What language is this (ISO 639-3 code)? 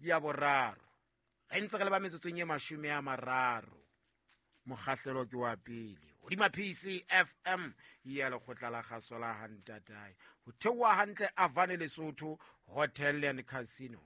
sot